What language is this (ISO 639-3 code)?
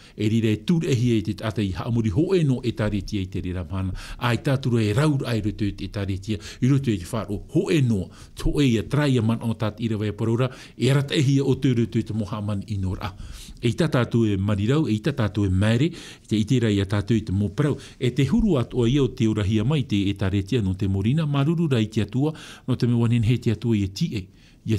tah